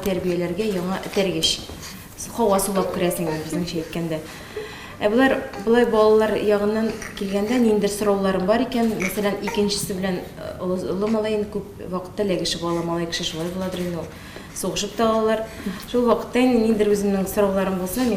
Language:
Tatar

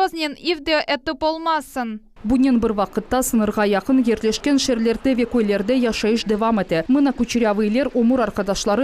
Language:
Crimean Tatar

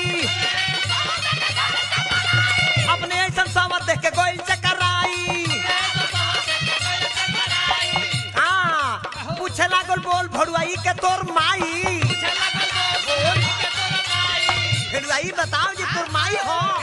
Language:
Bhojpuri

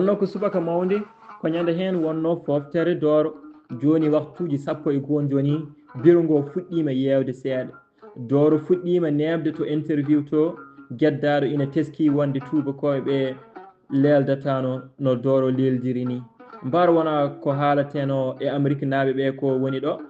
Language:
Fula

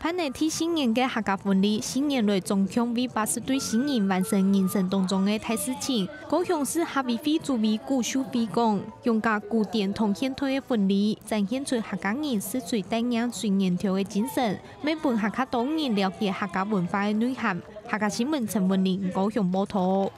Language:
Hakka Chinese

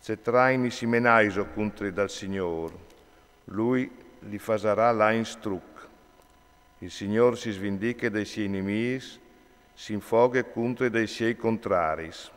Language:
Friulian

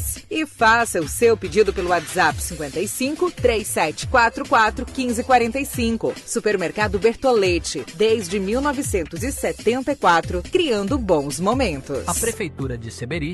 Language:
Portuguese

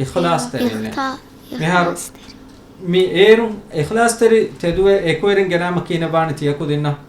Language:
Divehi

